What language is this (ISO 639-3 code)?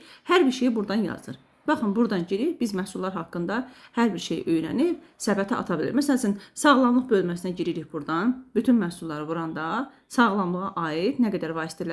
aze